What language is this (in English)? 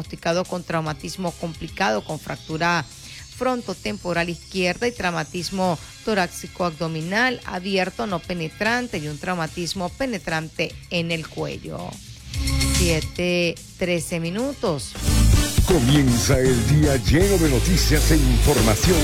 Spanish